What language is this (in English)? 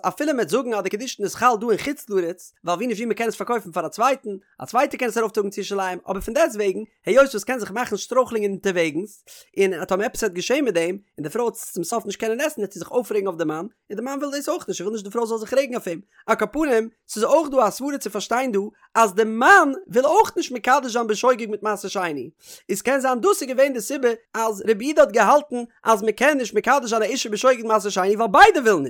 Yiddish